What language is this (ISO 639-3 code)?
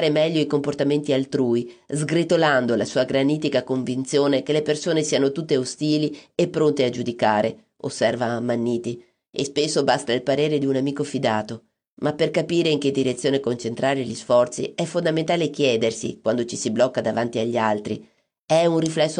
ita